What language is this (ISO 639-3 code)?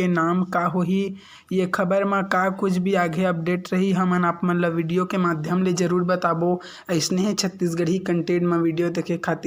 hne